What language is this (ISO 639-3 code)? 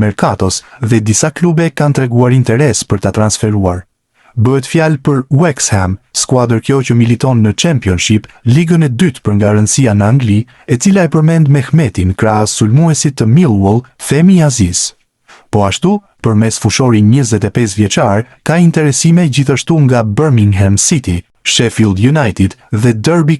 sqi